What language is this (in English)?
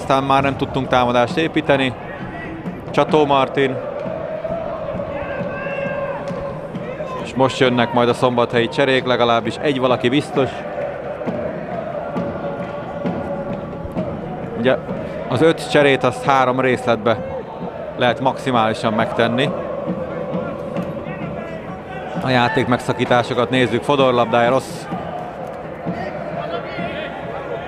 Hungarian